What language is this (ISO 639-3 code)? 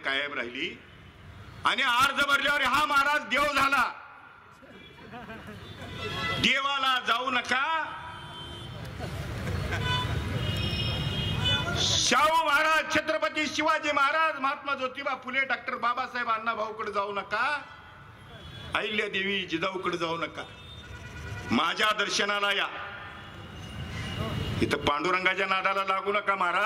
mar